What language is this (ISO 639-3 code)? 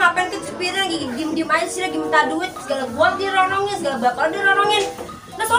bew